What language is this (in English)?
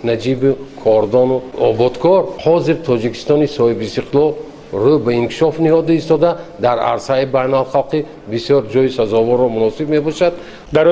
Tajik